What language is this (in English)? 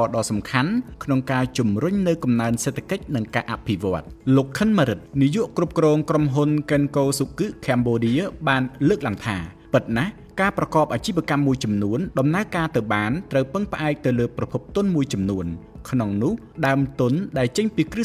Khmer